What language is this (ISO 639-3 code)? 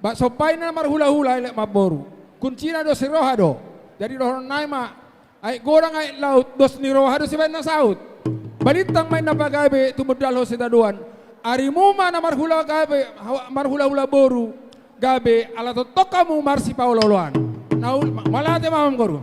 bbc